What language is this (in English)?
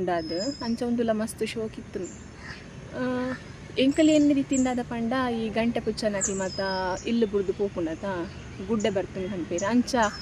Tulu